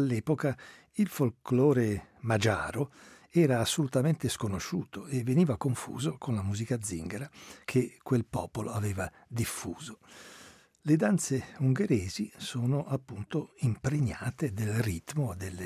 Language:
Italian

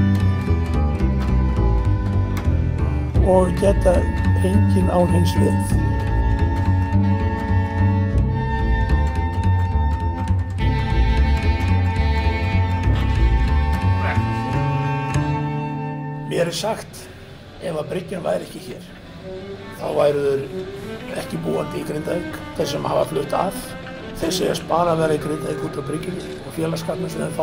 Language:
Icelandic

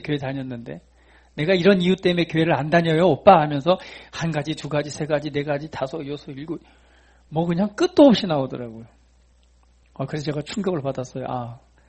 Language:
Korean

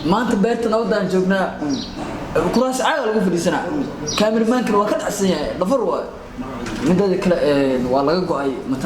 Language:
Somali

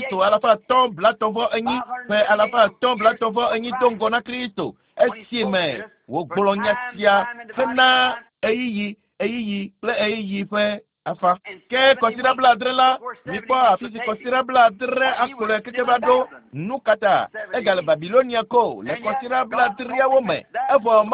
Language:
Ewe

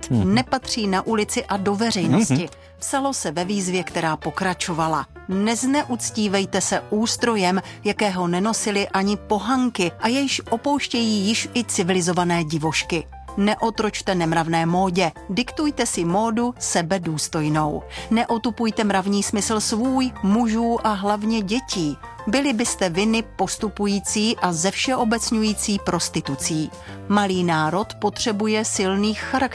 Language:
Czech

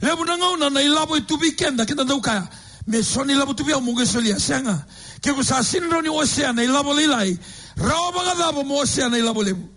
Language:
Fijian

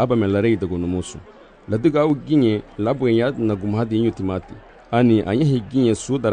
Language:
Garifuna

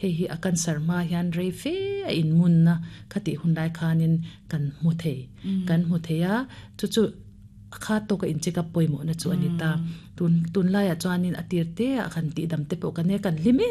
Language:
Mizo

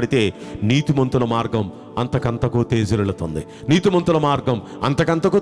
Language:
Telugu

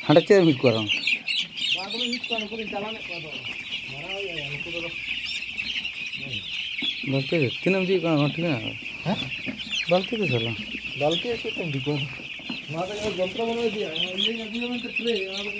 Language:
Santali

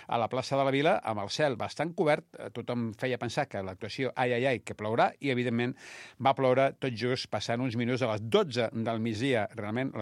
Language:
Catalan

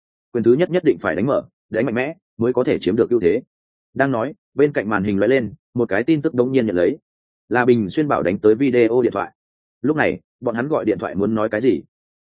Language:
Vietnamese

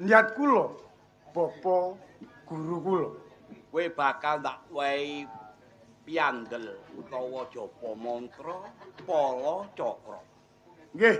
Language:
Javanese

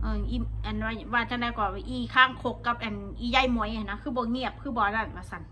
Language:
Northeastern Thai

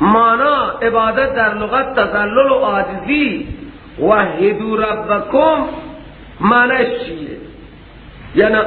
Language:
Persian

